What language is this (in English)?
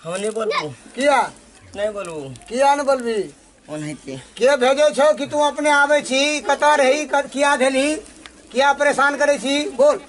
Maithili